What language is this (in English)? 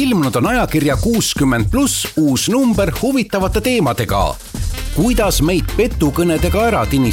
Estonian